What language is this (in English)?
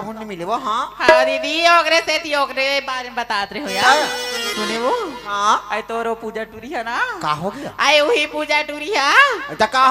Chhattisgarhi